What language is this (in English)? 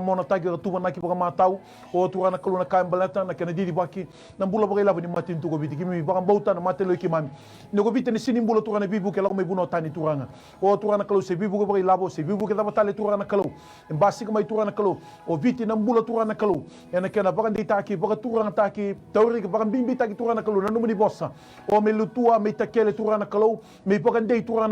Fijian